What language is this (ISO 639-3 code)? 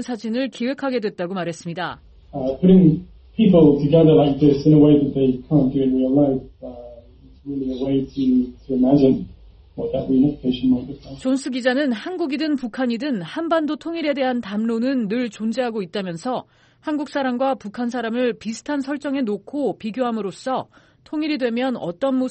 kor